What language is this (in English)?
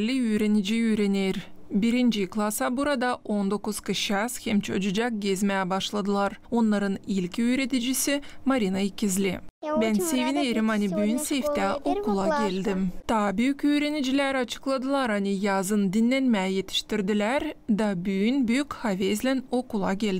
Gagauz